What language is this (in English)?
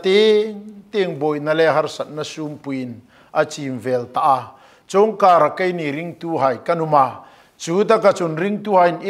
Hmar